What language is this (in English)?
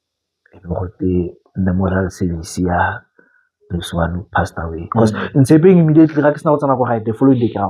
Tswana